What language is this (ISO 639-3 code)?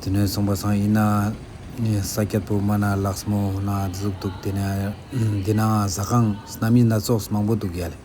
lbj